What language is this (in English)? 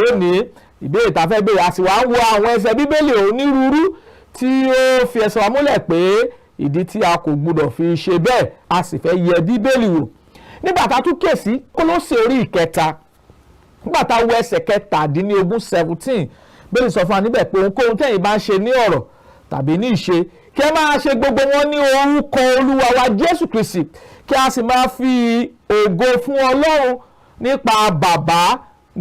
Yoruba